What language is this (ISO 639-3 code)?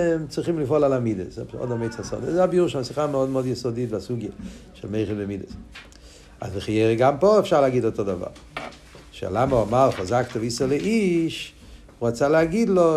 heb